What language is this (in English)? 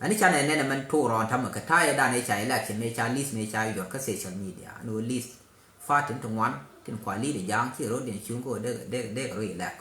Nuer